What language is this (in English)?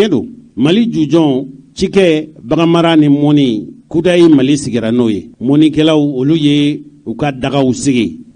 Bambara